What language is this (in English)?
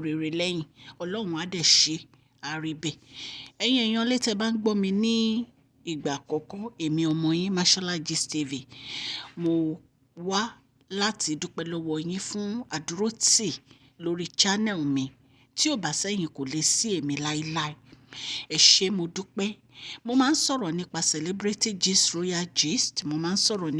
Yoruba